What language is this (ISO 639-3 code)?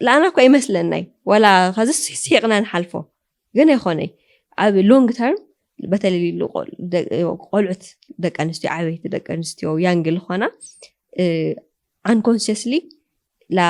tir